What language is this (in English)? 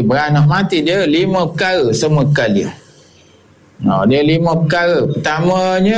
Malay